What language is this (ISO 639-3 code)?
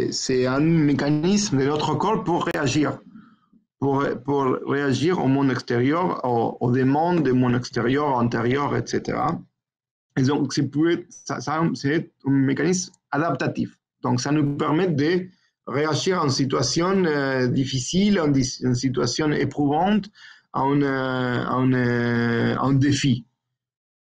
fra